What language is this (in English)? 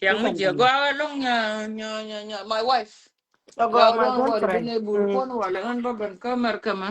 Nuer